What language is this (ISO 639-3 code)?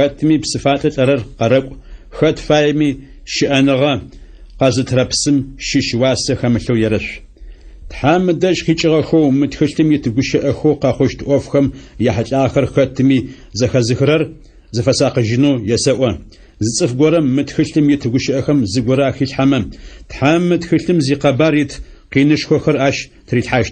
ady